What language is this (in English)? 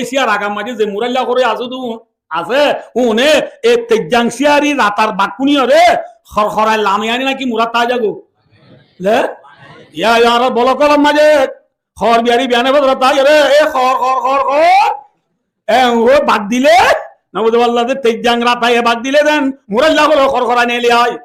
Rohingya